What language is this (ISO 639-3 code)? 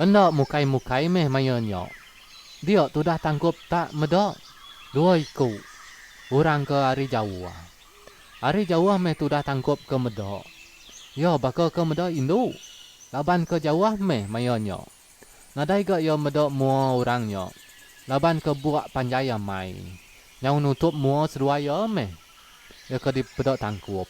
iba